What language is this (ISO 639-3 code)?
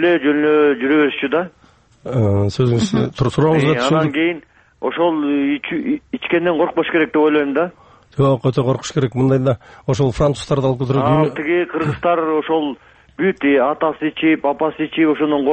kir